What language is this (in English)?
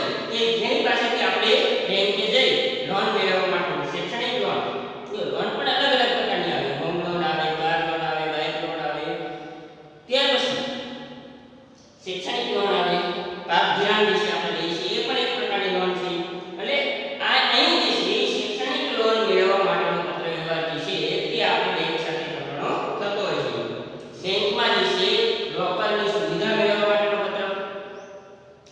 Gujarati